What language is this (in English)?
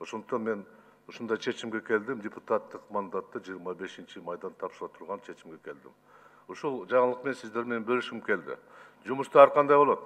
Kyrgyz